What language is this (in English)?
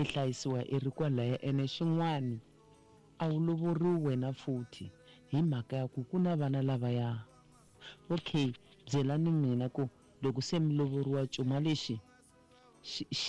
Tsonga